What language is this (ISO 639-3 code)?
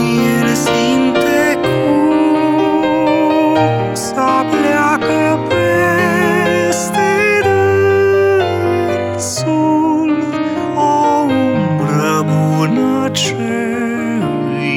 ron